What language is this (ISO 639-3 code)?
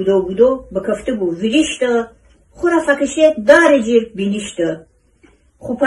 glk